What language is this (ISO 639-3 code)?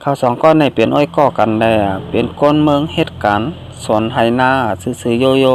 shn